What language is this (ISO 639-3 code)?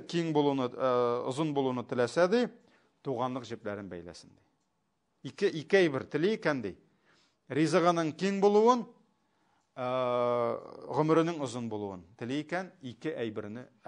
tat